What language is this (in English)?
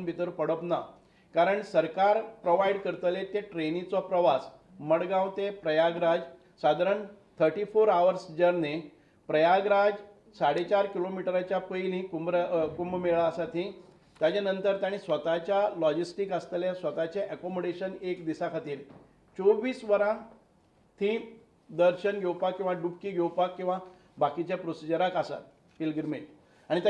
Konkani